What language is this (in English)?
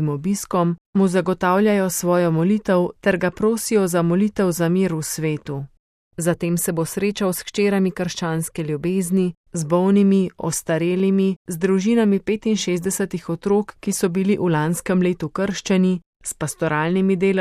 Slovenian